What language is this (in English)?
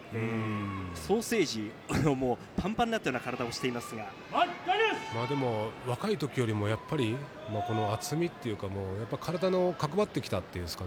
Japanese